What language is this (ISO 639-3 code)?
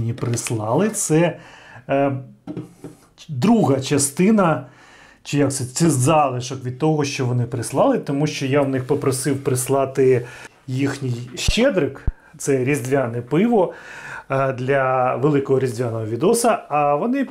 ukr